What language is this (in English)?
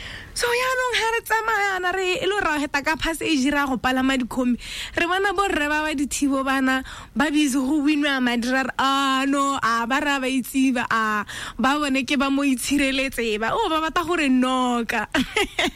Tswana